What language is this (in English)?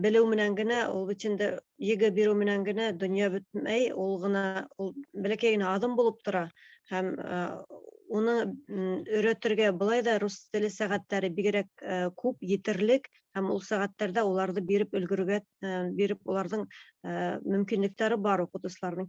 Bashkir